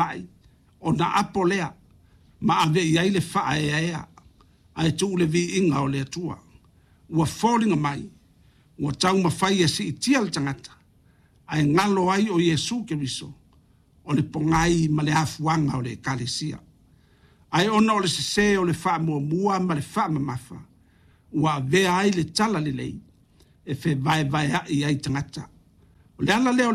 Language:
Samoan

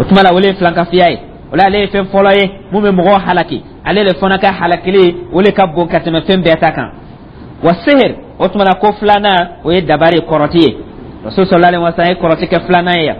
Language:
Dyula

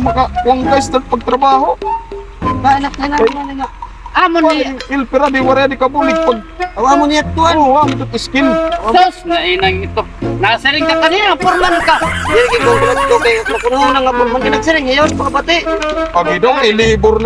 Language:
Waray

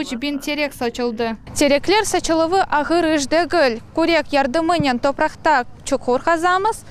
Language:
Crimean Tatar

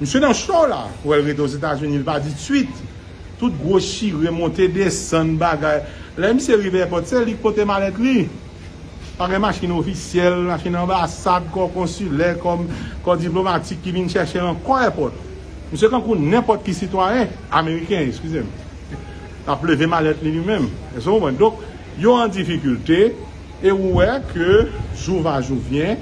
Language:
Haitian Creole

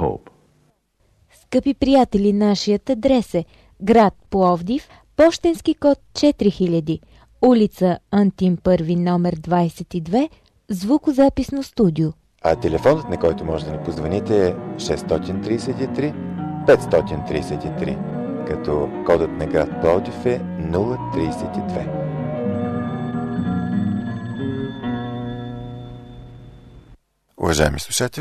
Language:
Bulgarian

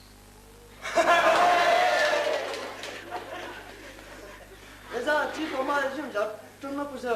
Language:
Poumei Naga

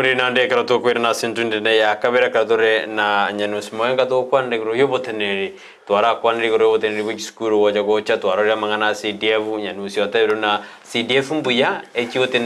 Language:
Gusii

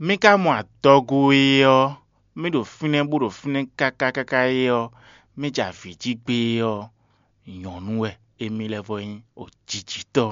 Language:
Fon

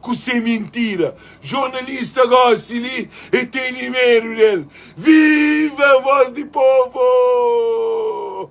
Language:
Kabuverdianu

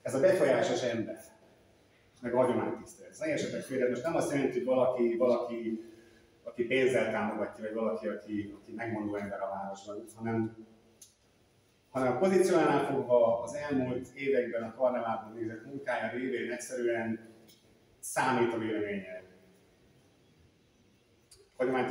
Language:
Hungarian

